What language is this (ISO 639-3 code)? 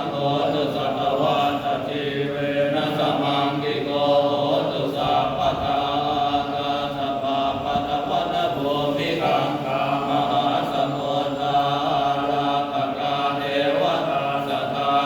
pli